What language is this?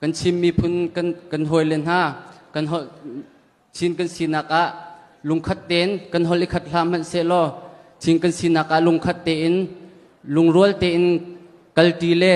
Hakha Chin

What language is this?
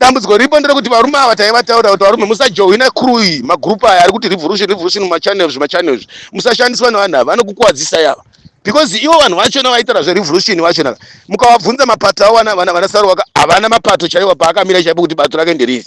Shona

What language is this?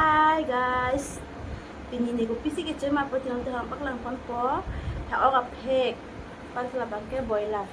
Karbi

